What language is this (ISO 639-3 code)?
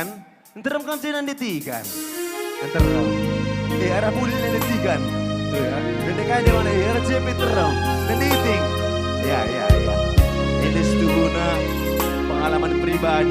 btx